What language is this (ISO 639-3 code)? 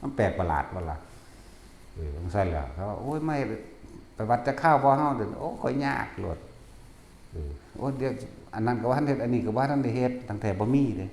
tts